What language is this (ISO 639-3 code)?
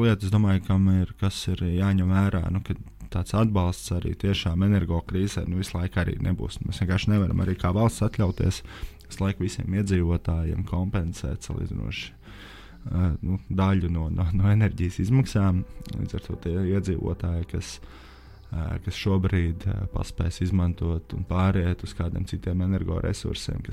lav